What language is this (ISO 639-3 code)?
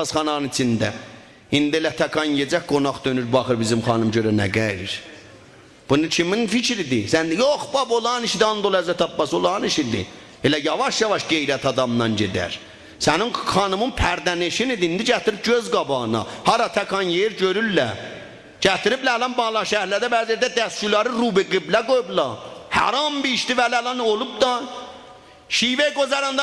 azb